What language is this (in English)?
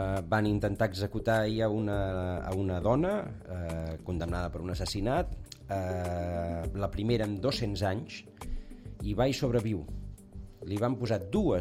Catalan